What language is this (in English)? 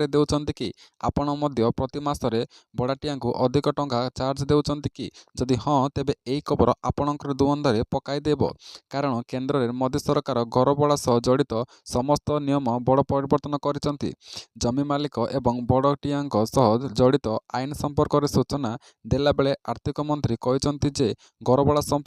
Odia